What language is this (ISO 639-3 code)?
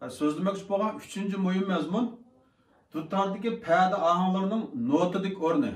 uig